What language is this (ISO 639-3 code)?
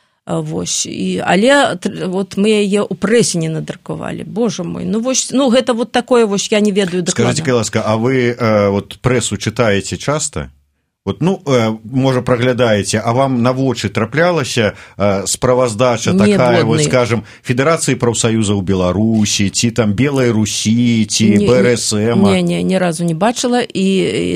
bel